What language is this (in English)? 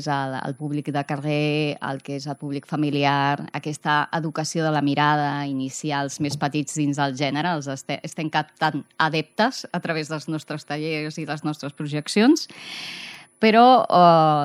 Catalan